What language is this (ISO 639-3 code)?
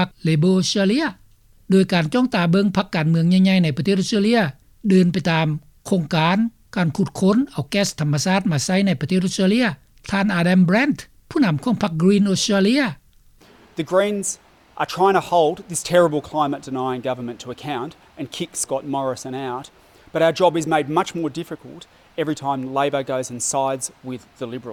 lao